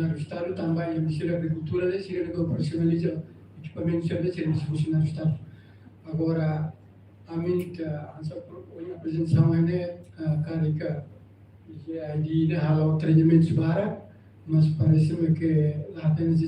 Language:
Tetum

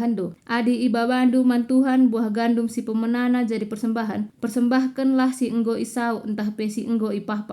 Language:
Batak Karo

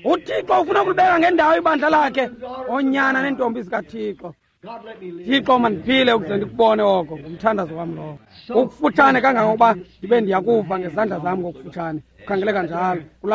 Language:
Xhosa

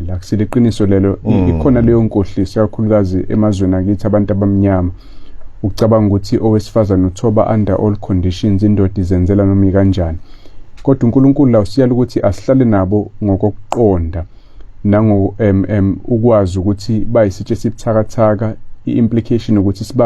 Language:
Zulu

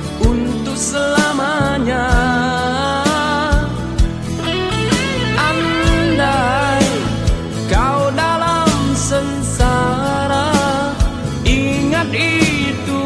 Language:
Malay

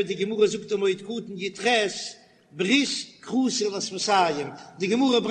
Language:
Yiddish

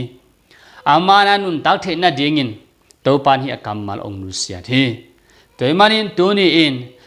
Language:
Tedim Chin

